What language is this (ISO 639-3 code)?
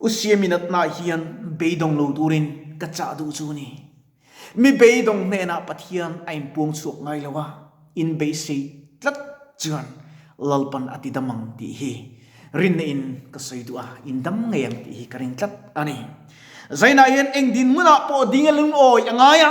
lus